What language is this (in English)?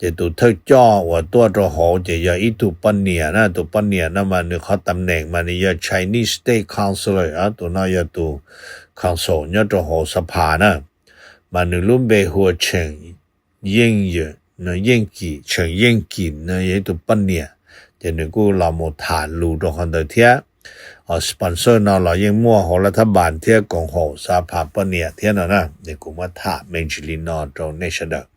Hmong